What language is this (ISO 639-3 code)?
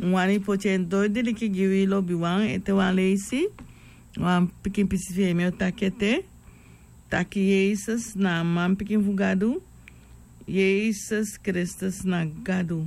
srn